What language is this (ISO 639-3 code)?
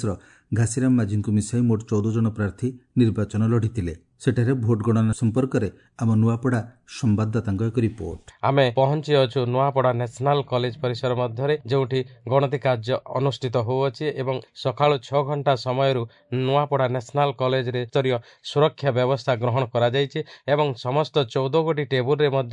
ori